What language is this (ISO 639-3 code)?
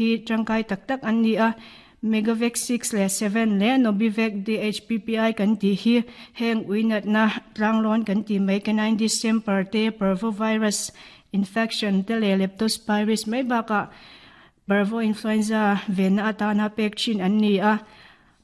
lus